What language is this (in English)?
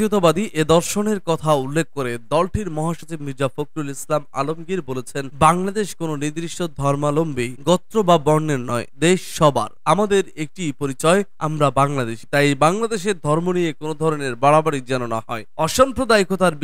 Bangla